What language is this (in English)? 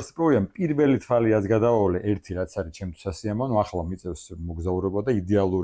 Georgian